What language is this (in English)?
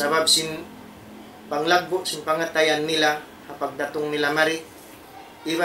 Tausug